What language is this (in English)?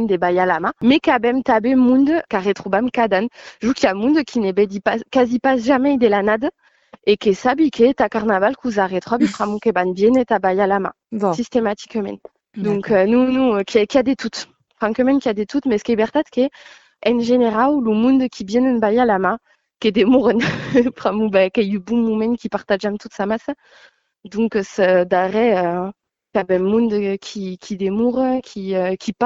Occitan